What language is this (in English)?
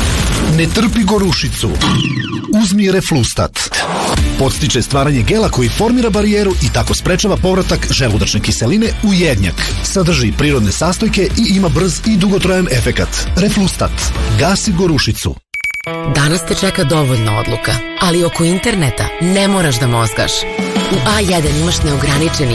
Serbian